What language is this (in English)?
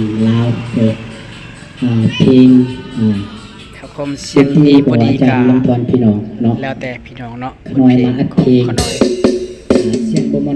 Lao